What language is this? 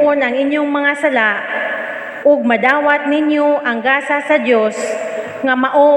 Cebuano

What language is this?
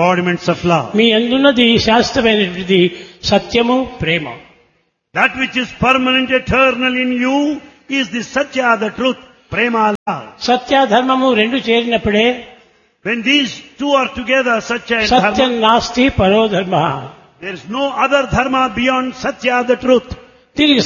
Telugu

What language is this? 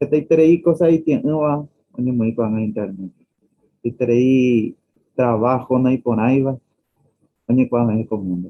Guarani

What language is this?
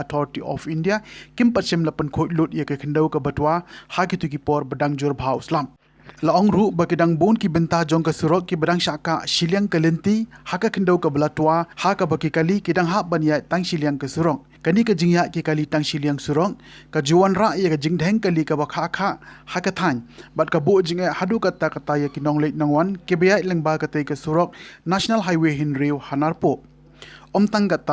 Khasi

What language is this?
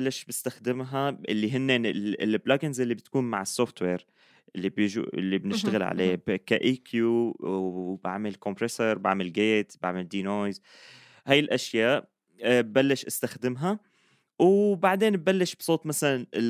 North Levantine Arabic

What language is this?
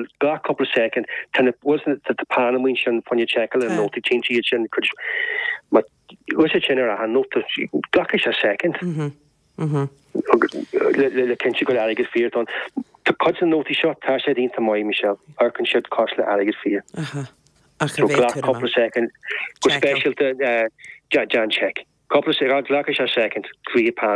Irish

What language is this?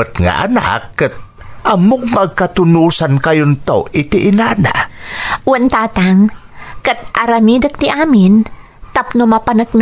Iloko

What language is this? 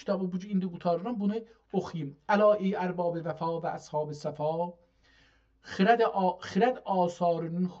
South Azerbaijani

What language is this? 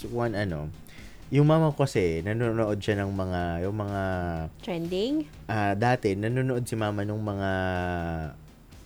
Filipino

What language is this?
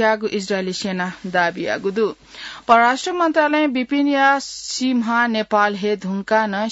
Newari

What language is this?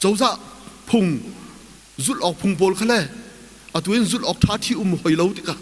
Hakha Chin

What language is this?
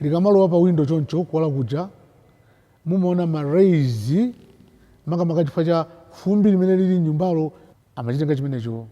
Nyanja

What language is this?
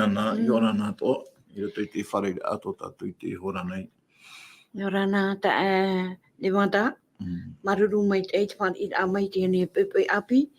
Tahitian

